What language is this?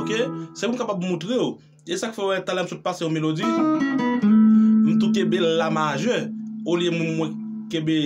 Haitian Creole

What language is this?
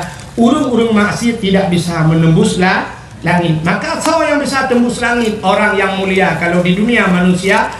Achinese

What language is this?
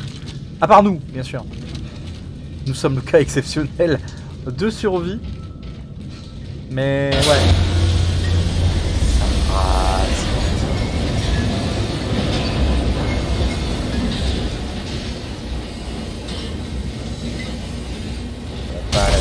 French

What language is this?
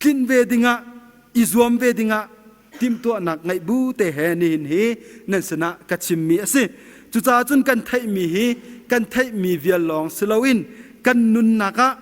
Hakha Chin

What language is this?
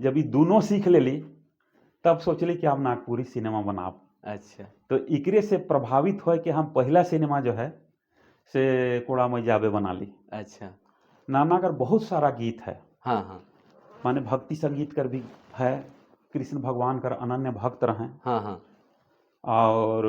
Sadri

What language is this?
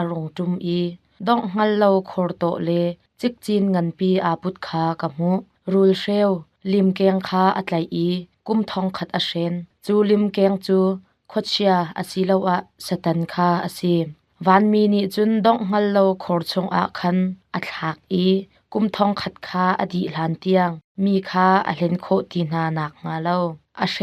Hakha Chin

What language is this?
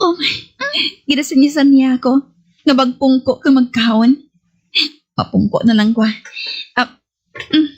Hiligaynon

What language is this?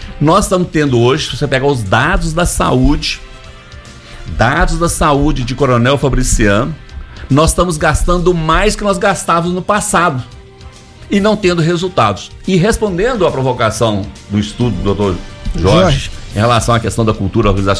Portuguese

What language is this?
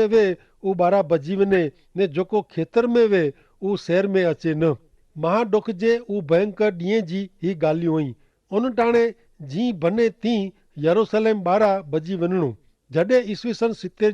Kachhi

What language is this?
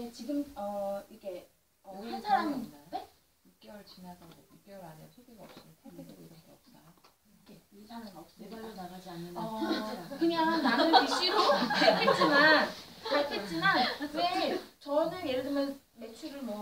Korean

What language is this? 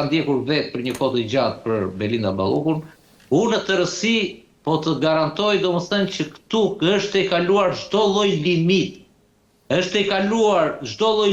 Albanian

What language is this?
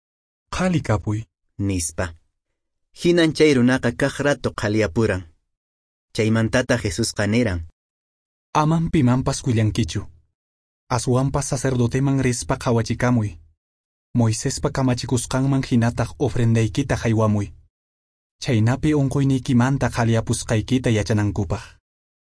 Quechua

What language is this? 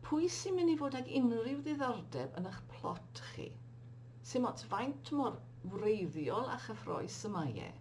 Welsh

